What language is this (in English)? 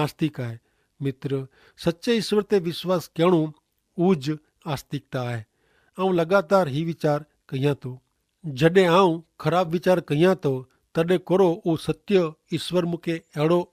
Kachhi